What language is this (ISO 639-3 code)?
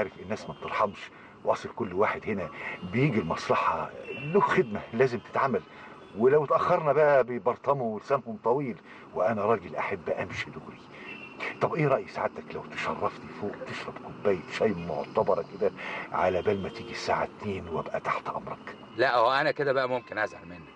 arz